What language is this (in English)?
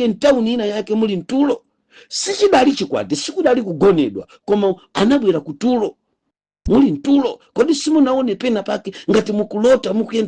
Nyanja